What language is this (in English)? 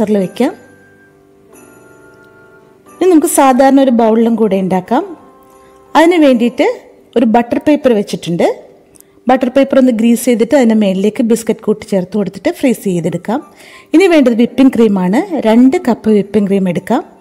Malayalam